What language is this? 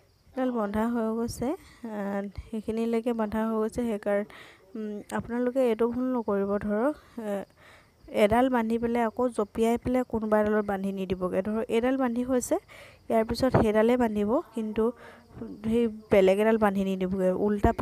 Assamese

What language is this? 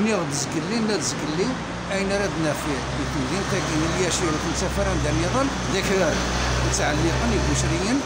Kabyle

